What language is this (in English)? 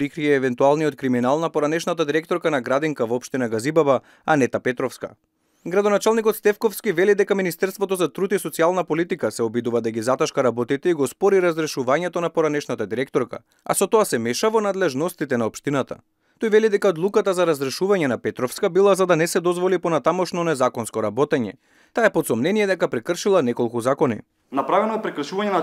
Macedonian